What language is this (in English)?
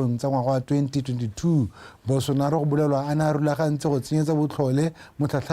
Tswana